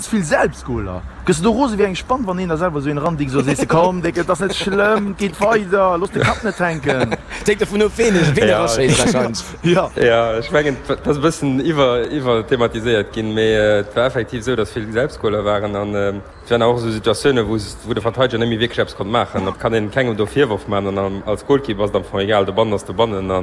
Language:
Luxembourgish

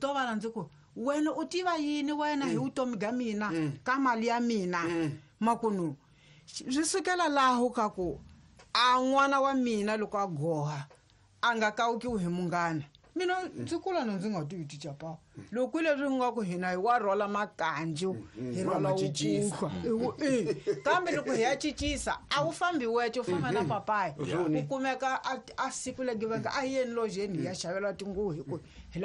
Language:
Tsonga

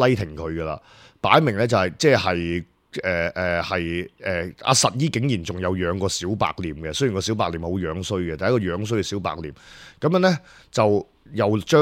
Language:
Cantonese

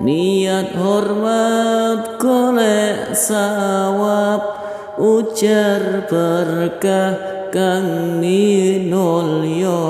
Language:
Javanese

